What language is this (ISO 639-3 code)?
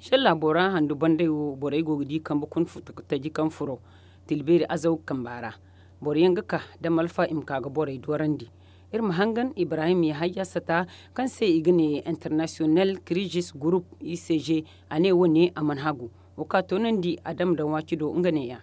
dje